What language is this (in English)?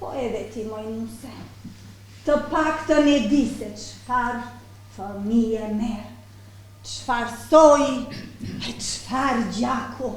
Albanian